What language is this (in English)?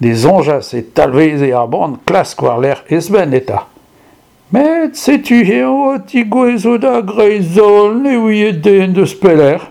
Breton